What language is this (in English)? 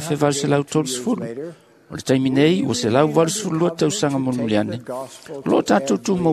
Samoan